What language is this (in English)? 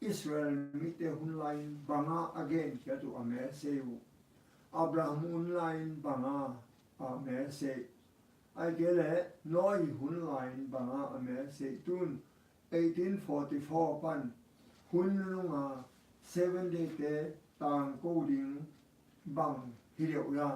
Tedim Chin